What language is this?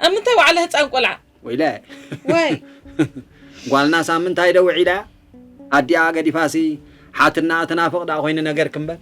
Tigrinya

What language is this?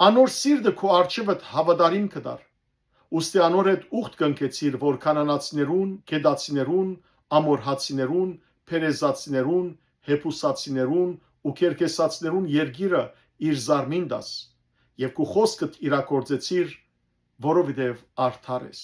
Western Armenian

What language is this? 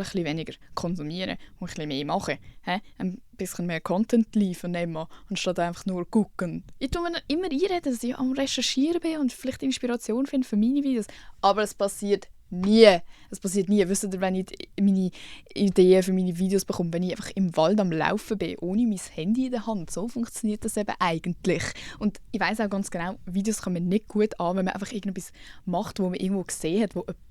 Swiss German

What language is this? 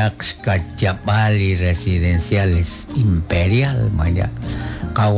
Kekchí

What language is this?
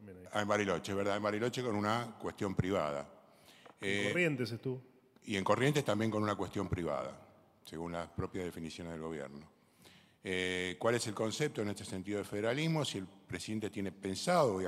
Spanish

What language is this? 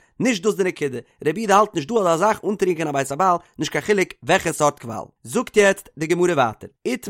Yiddish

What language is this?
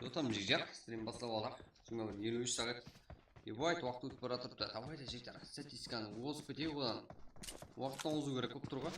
Kara-Kalpak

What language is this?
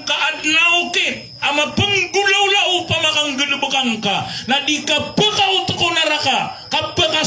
Maranao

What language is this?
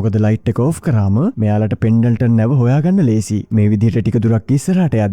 Sinhala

